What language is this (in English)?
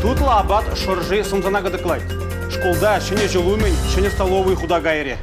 Chuvash